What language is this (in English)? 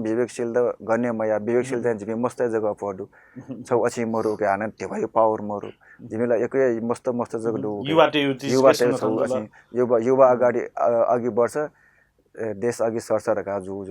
Newari